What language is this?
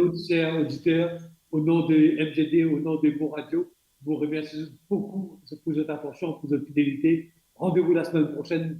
Morisyen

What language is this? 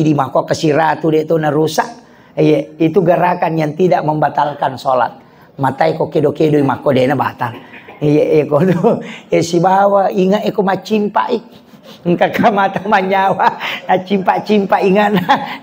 Buginese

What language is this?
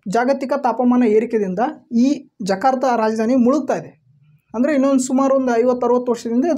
Kannada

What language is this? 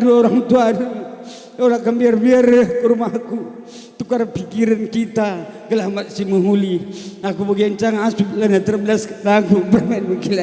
Batak Karo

